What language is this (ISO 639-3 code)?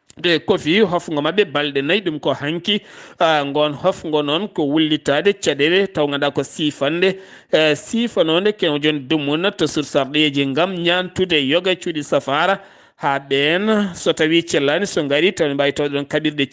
ful